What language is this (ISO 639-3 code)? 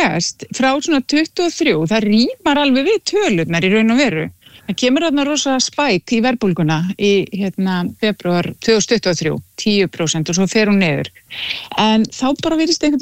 isl